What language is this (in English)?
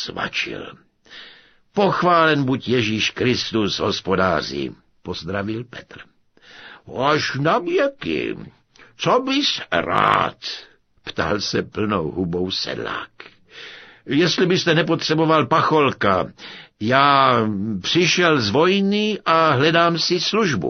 Czech